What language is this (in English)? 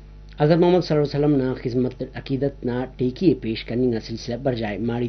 Brahui